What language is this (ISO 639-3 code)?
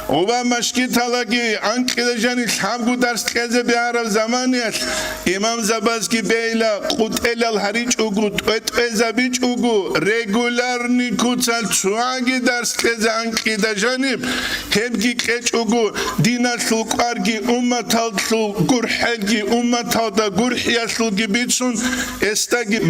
ava